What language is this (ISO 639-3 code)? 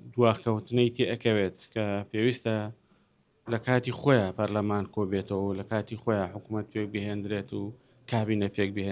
ckb